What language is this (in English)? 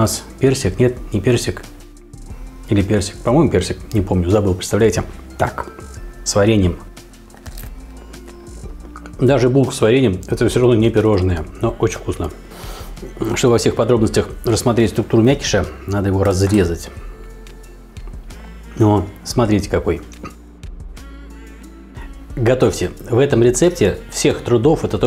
Russian